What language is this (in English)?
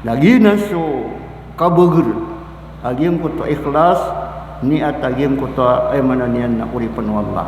Maranao